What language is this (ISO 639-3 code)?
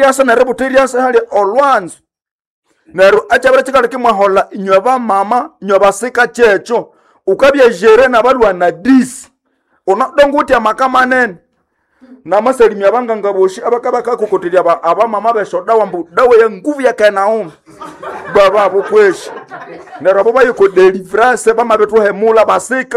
nnb